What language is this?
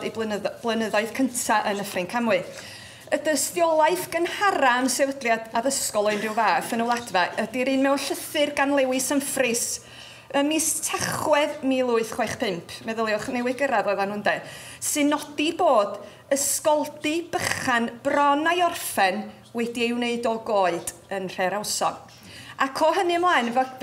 Welsh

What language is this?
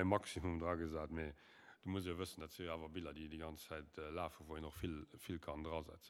Luxembourgish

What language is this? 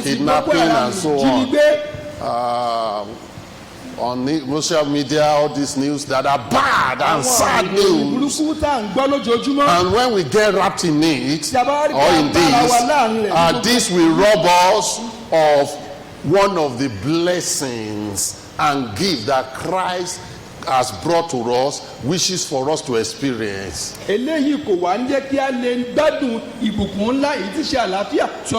Yoruba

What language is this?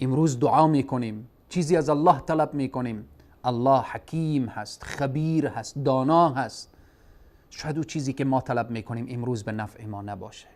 Persian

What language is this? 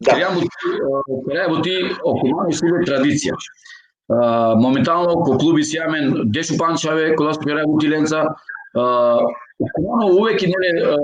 Balkan Romani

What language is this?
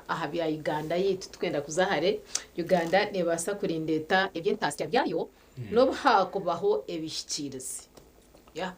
Nyankole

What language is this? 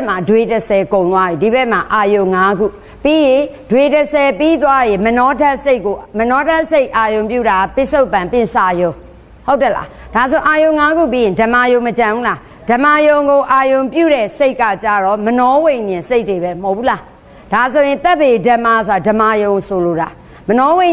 Burmese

